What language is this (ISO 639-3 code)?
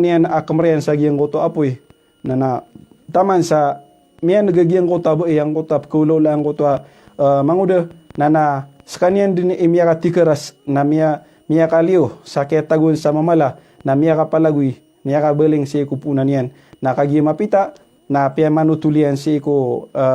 mrw